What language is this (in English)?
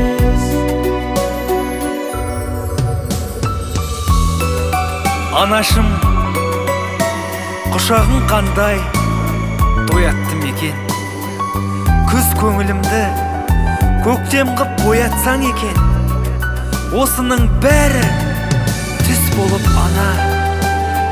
Kazakh